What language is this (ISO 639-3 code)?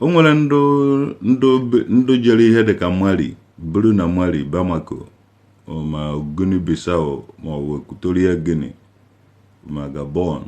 ibo